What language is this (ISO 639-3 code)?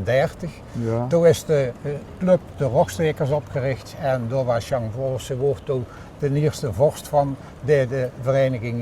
lim